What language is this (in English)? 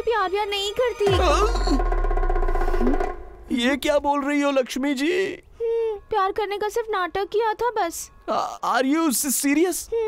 Hindi